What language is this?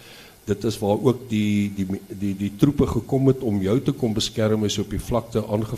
Afrikaans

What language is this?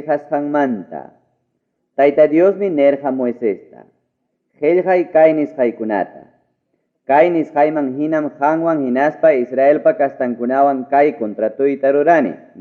Ayacucho Quechua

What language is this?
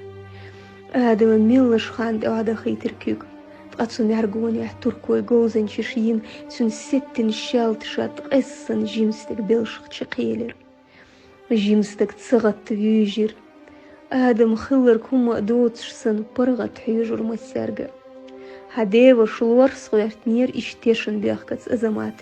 Chechen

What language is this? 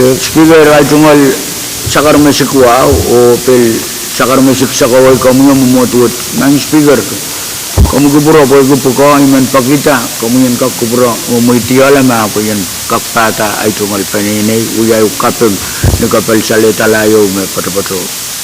Pohnpeian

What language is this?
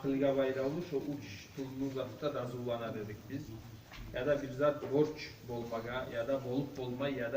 Kumyk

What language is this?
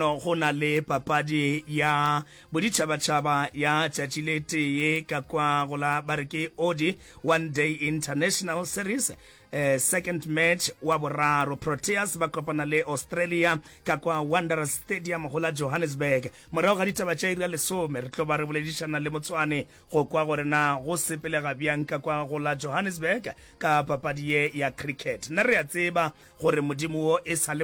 Northern Sotho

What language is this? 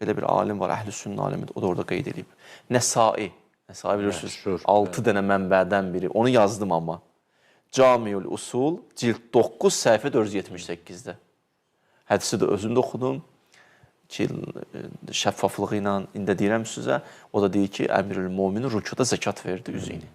Azerbaijani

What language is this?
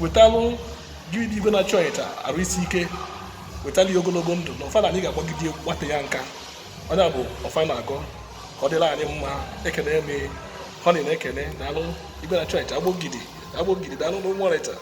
Igbo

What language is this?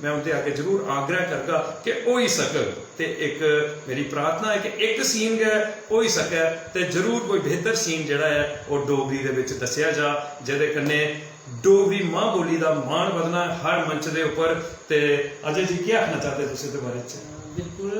Dogri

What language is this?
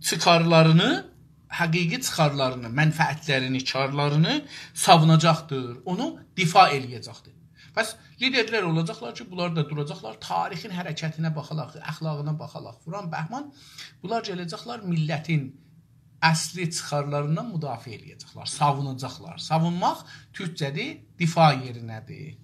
South Azerbaijani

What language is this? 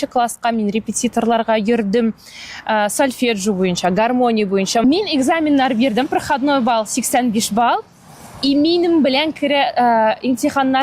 Tatar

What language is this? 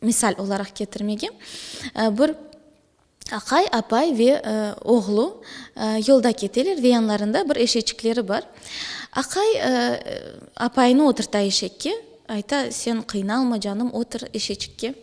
Crimean Tatar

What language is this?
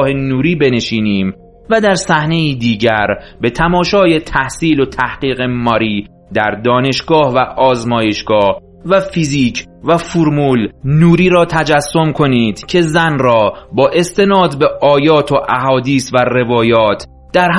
Persian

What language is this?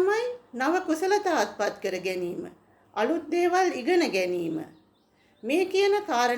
Sinhala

